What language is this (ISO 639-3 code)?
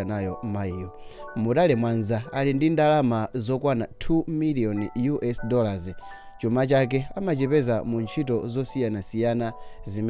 nya